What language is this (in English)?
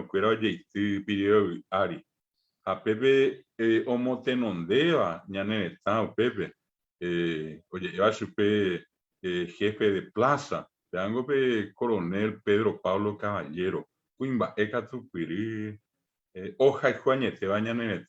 Guarani